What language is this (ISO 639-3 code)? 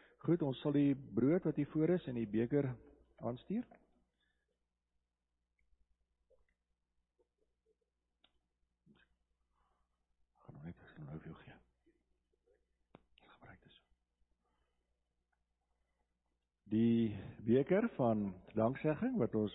afr